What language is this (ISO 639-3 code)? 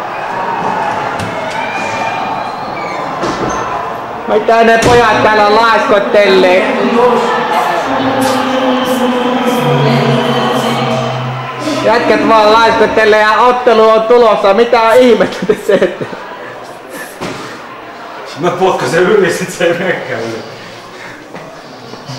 fin